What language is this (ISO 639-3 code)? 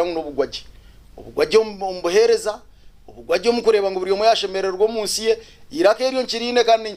nyn